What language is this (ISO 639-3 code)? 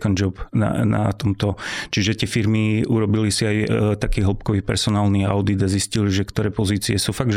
slk